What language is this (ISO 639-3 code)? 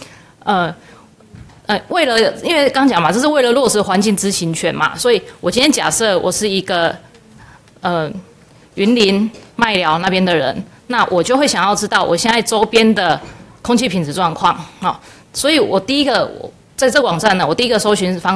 zho